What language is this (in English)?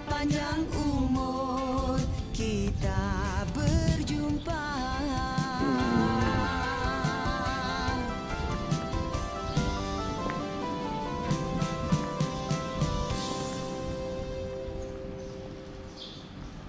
Malay